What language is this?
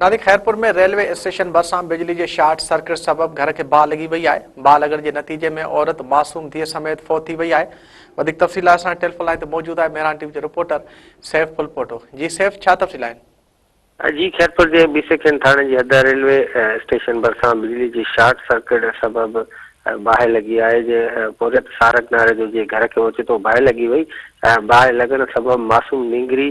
Sindhi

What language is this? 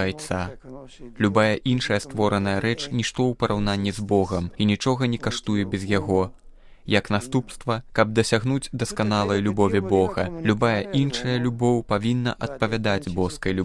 Belarusian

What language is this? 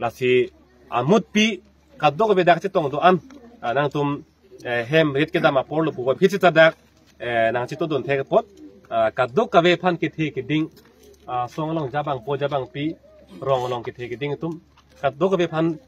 Karbi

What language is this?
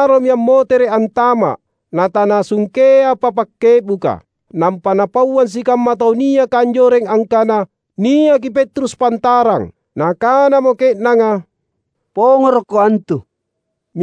Makasar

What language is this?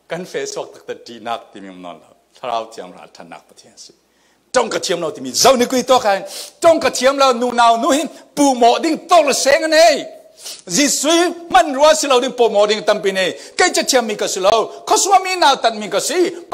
Falam Chin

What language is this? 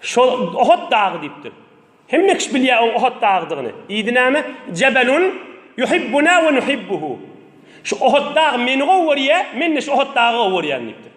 Turkmen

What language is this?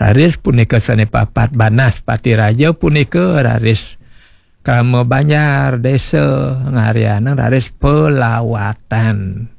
Balinese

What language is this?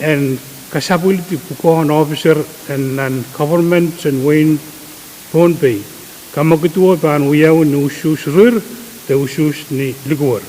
Pohnpeian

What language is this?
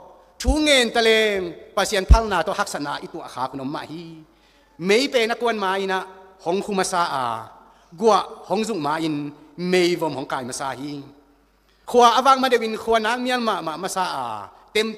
Tedim Chin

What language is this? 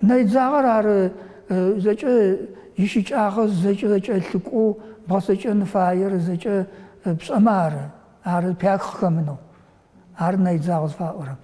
Adyghe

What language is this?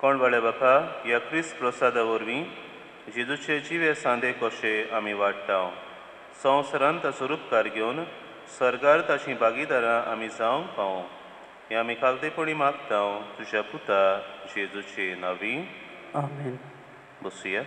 Konkani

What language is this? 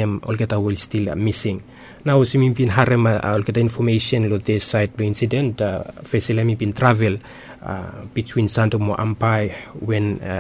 Bislama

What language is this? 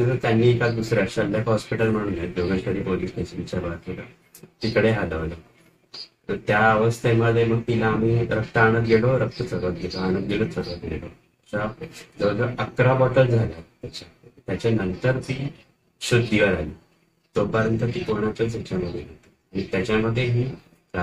Marathi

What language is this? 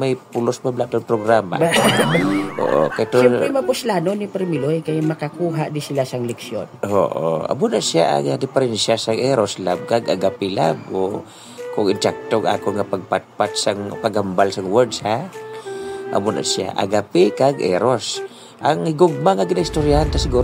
Hiligaynon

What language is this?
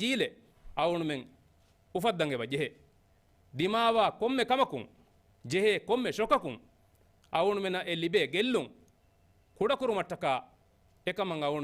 Divehi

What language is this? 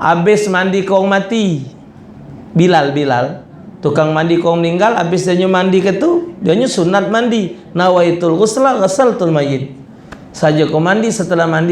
Musi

